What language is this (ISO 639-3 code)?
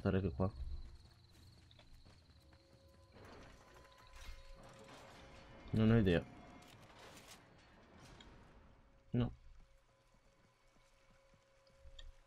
ita